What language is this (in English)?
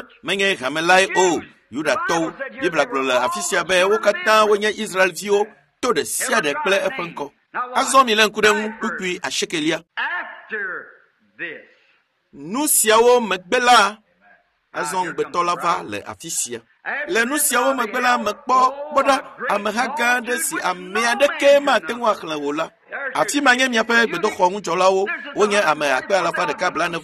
Ewe